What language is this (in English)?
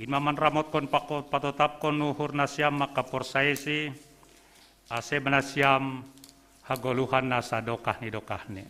Batak Simalungun